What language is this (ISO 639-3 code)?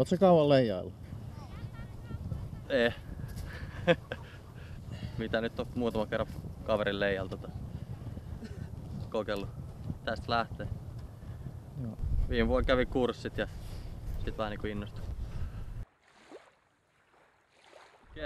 fin